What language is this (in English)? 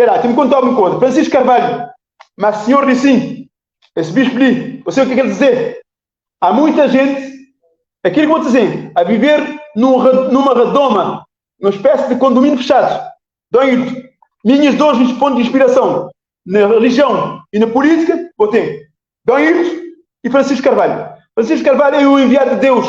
Kabuverdianu